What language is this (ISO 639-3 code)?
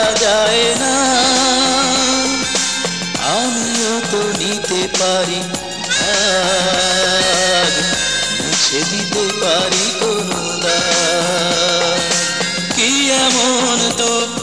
ben